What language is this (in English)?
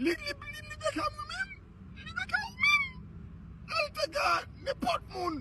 Haitian Creole